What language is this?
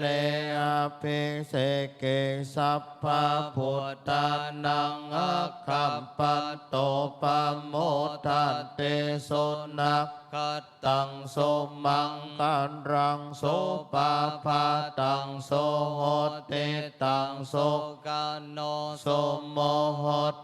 Pali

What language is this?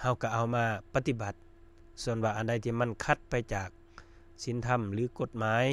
Lao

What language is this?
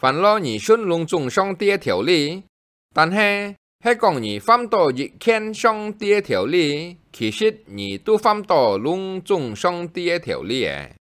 Hakka Chinese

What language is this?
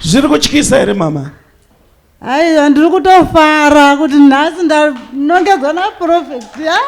Shona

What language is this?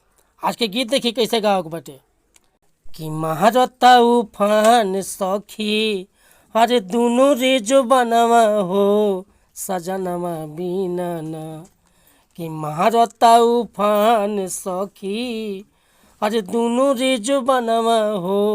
Bhojpuri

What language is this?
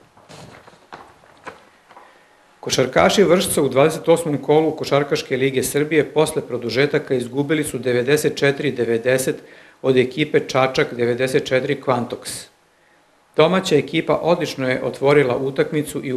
Serbian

